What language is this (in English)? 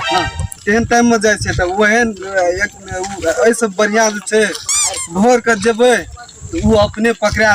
Maithili